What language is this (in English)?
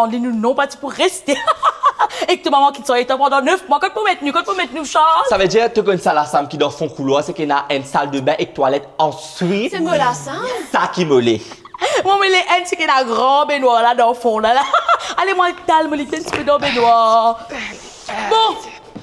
Morisyen